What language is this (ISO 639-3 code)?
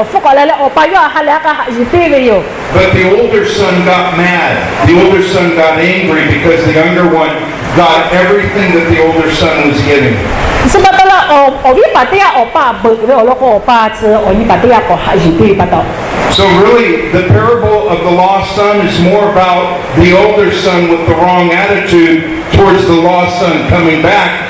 lhu